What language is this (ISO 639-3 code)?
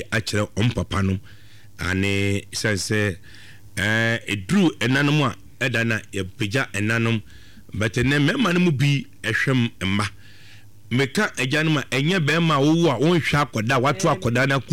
aka